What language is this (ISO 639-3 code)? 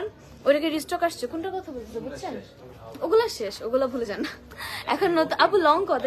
ben